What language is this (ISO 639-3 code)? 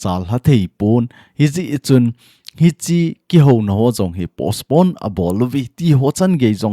tcz